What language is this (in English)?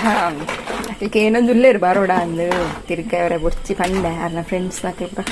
Tulu